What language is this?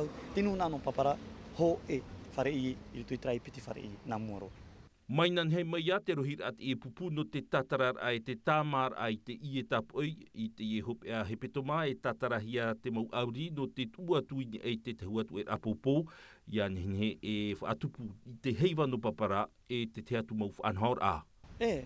Tahitian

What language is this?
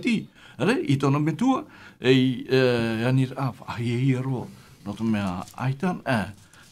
Tahitian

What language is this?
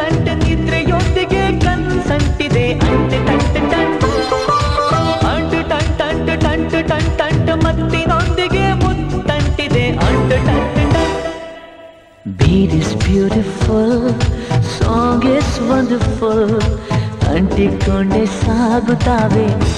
Kannada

